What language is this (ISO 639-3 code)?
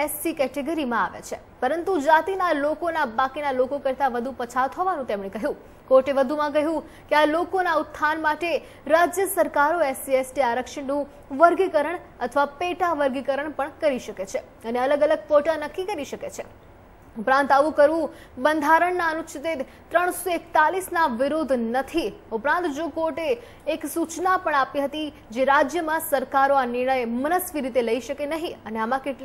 guj